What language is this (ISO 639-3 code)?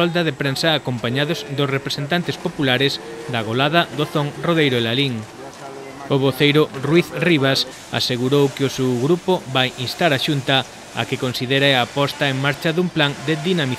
glg